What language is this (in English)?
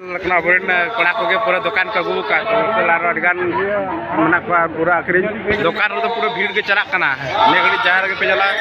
Santali